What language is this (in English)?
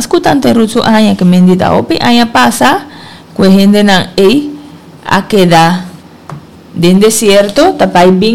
Papiamento